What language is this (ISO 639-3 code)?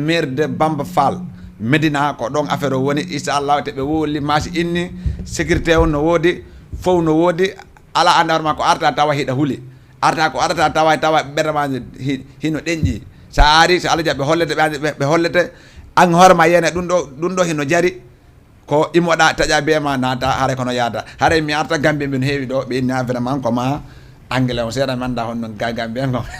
ful